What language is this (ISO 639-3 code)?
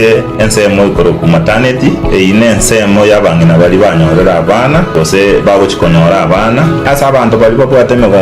guz